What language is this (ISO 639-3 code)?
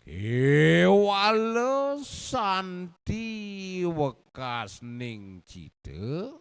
ban